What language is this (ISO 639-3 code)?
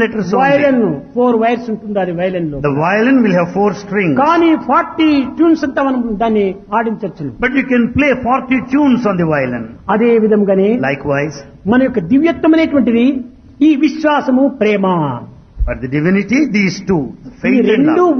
tel